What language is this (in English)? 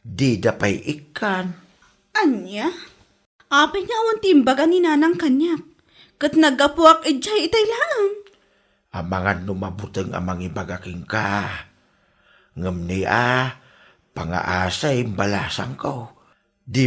Iloko